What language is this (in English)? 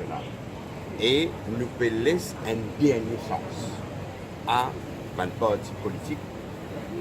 Morisyen